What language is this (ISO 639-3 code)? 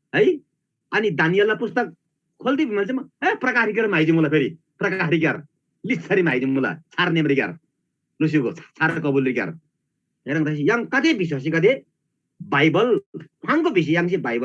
taj